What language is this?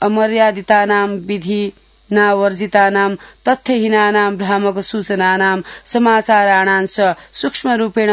Sanskrit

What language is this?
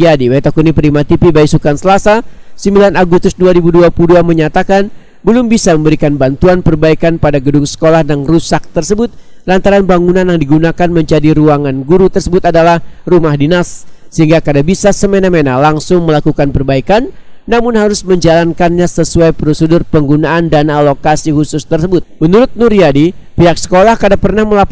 Banjar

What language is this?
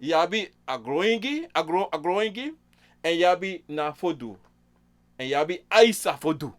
Sranan Tongo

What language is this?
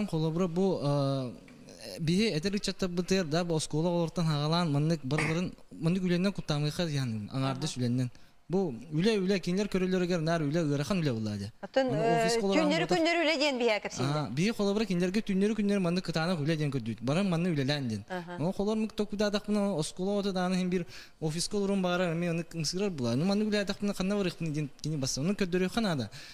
Yakut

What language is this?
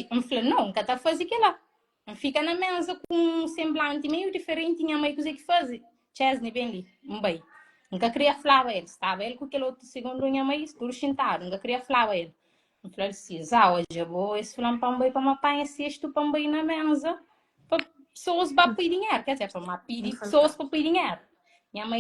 Kabuverdianu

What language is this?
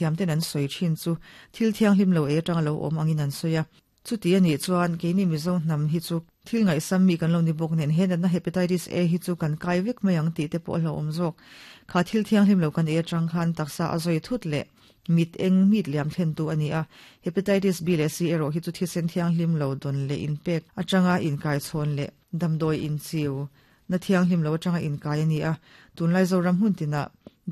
Mizo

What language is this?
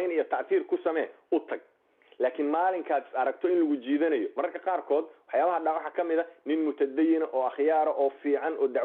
Somali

